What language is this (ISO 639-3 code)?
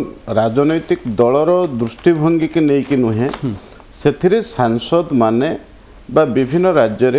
ori